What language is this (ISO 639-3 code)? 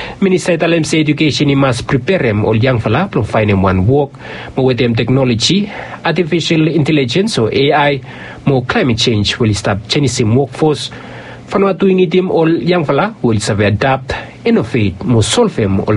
bis